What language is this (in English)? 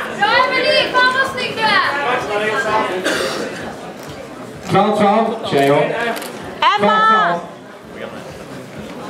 Swedish